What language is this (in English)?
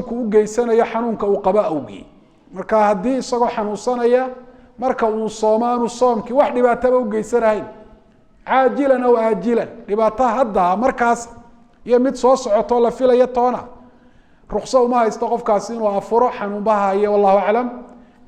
Somali